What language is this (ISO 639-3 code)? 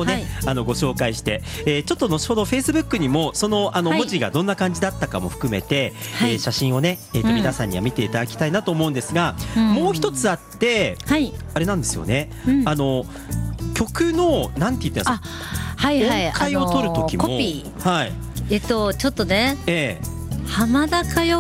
jpn